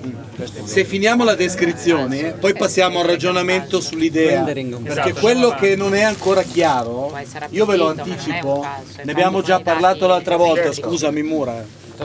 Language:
Italian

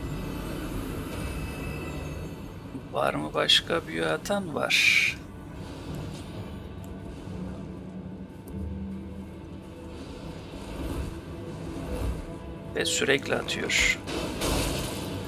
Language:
Turkish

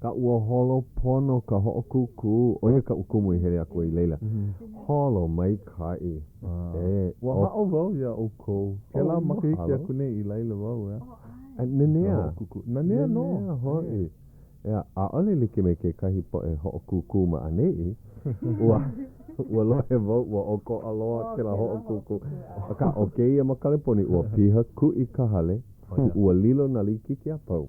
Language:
Hawaiian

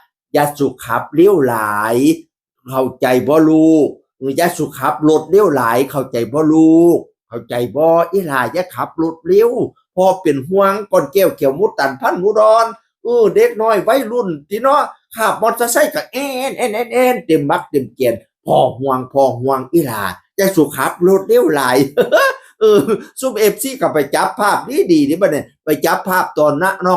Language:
Northeastern Thai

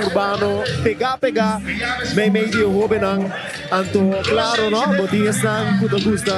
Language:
Papiamento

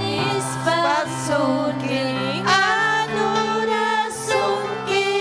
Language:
Ayacucho Quechua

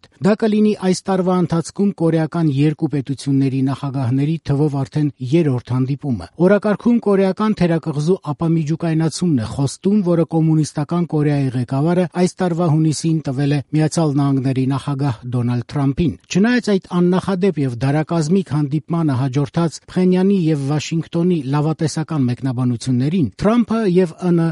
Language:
Armenian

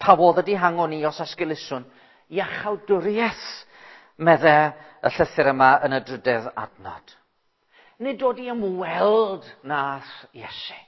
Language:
Welsh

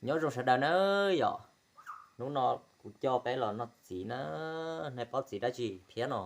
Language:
Hmong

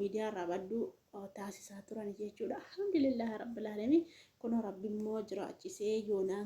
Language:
Oromo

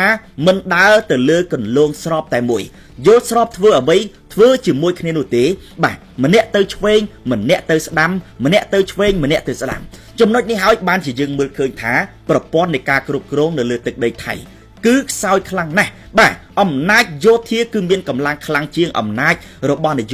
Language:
Khmer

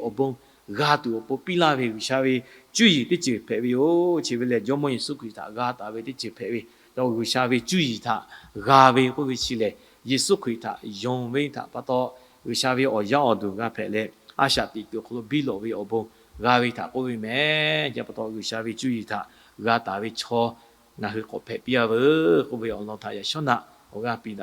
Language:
Lahu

